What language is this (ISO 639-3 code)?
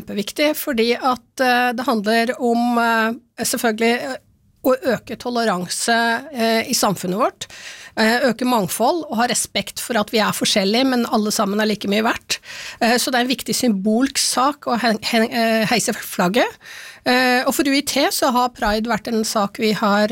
nor